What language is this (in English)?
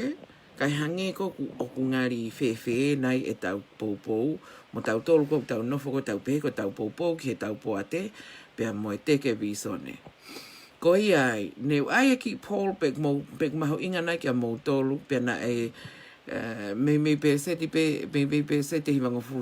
Tongan